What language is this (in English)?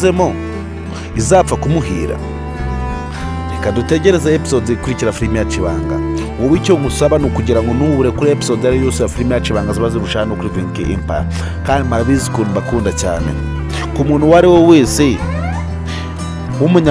Kinyarwanda